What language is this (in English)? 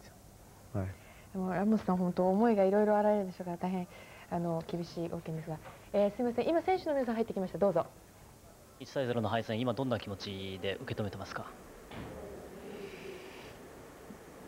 Japanese